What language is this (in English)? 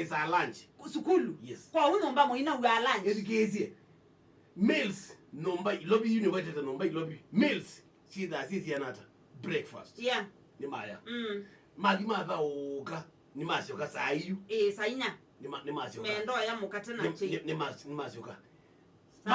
Kamba